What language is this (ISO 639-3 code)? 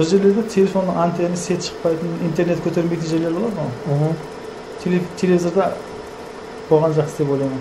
kaa